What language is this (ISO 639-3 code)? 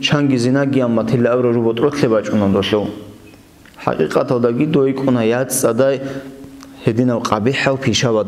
ava